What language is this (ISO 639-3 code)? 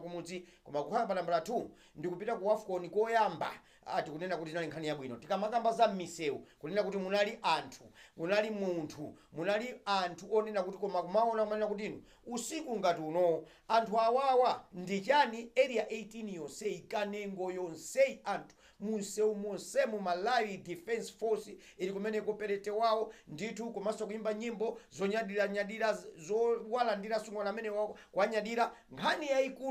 nya